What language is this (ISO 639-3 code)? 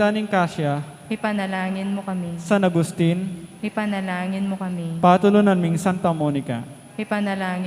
pam